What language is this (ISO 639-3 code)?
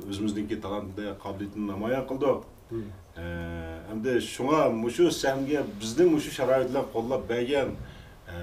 uig